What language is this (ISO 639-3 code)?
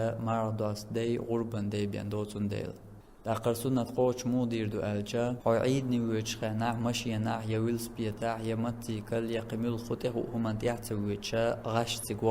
che